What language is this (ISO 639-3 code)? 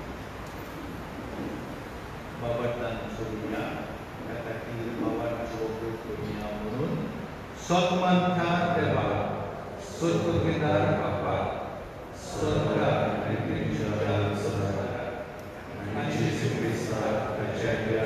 kok